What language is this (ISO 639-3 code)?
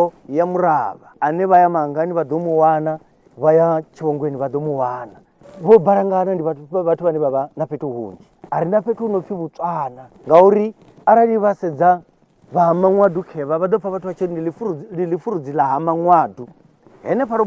ven